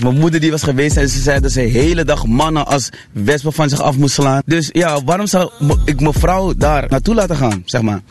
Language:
Dutch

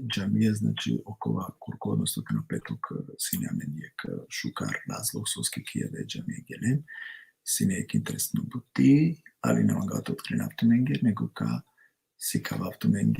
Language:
Balkan Romani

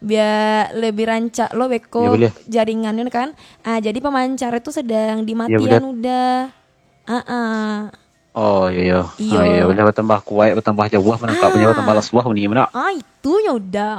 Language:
Minangkabau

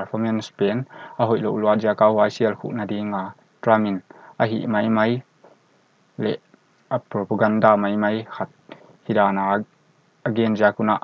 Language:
Paite Chin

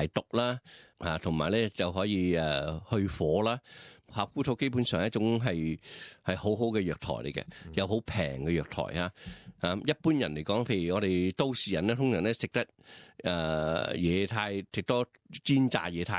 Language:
Cantonese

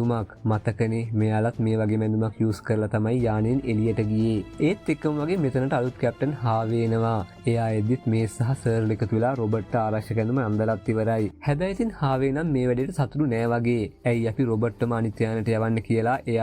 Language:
Sinhala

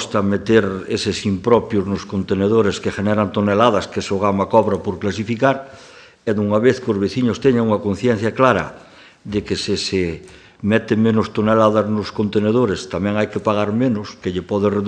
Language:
Galician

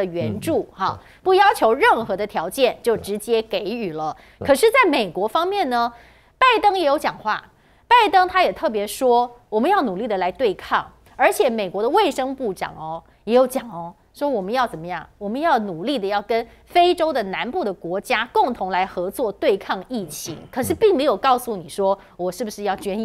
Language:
Chinese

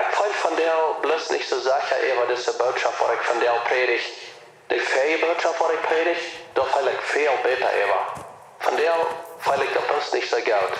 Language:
Plautdietsch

